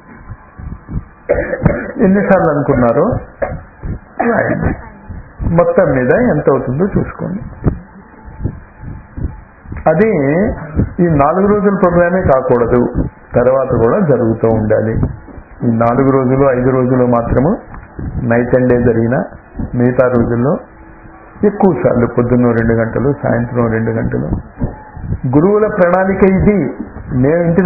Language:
Telugu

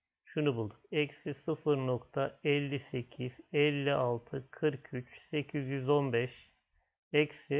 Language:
Turkish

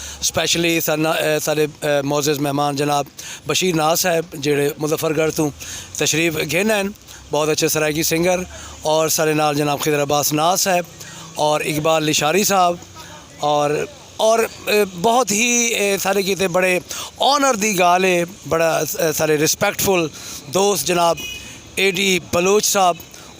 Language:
Saraiki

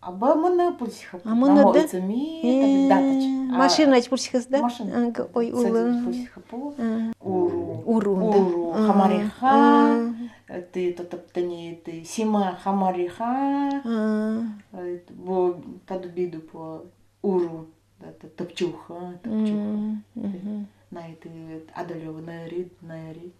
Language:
Nanai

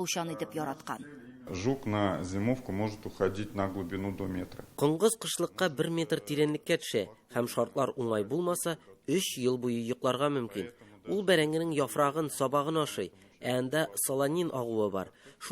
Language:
Tatar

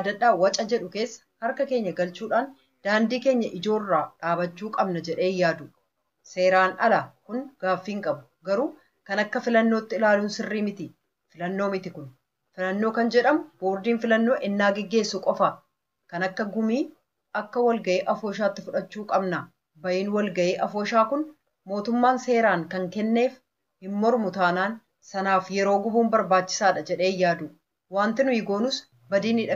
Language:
Oromo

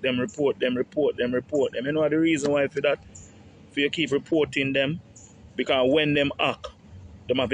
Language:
Jamaican Creole English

